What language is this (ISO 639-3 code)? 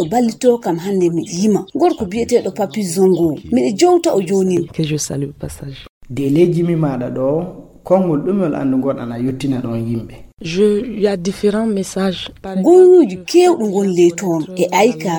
ful